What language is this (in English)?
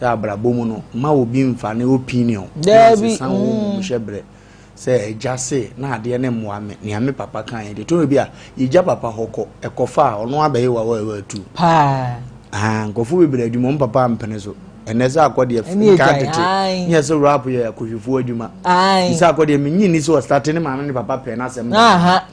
Akan